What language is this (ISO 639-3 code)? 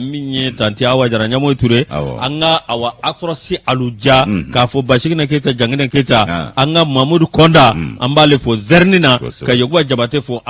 bam